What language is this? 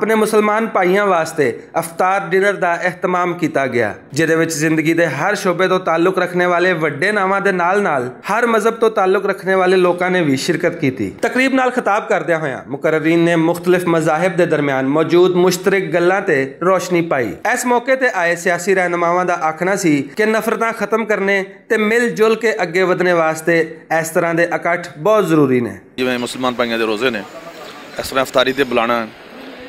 Western Panjabi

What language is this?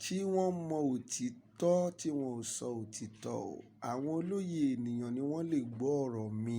Yoruba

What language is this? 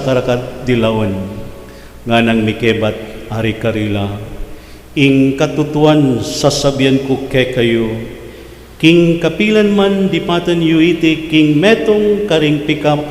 Pampanga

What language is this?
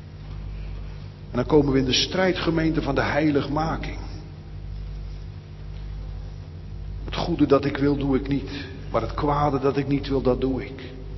Dutch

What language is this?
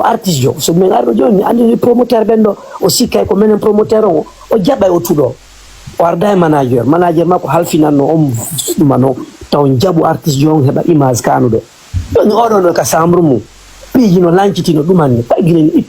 Fula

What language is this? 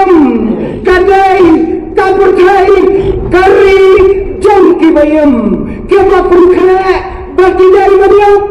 Khasi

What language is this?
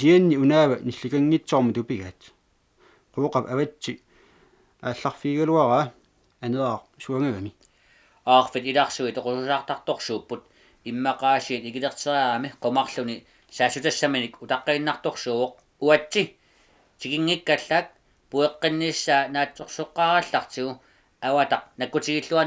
Kalaallisut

